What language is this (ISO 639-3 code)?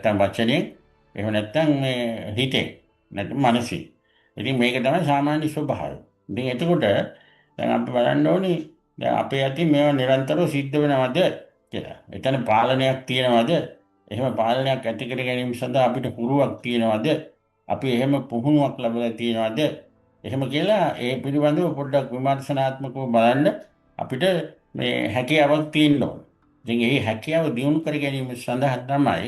sin